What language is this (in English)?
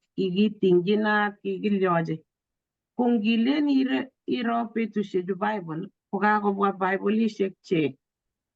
Kalenjin